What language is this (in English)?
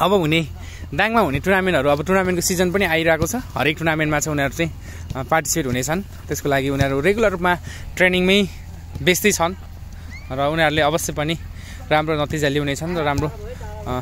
Nepali